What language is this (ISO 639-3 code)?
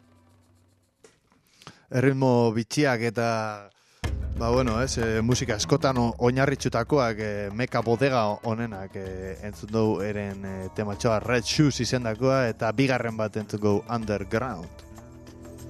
eus